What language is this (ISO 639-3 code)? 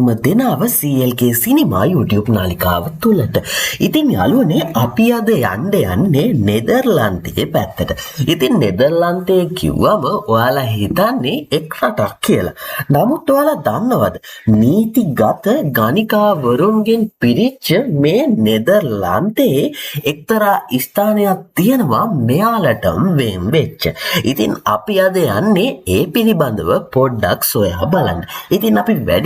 sin